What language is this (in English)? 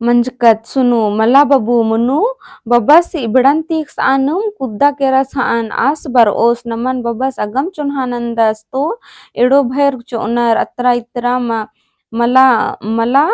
Kurukh